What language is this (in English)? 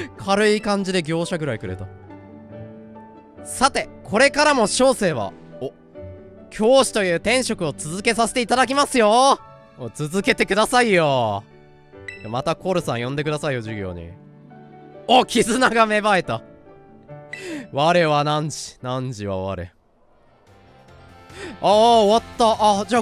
Japanese